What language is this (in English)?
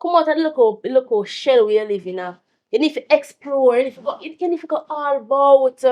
Jamaican Creole English